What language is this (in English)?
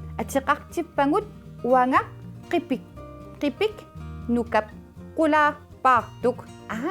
Kalaallisut